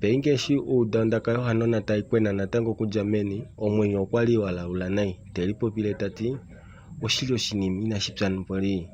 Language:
Kuanyama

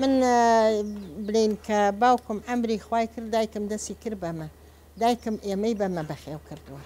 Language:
Central Kurdish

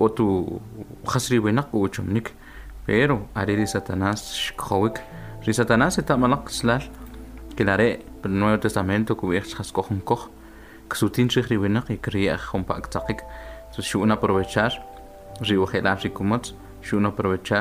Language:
Kʼicheʼ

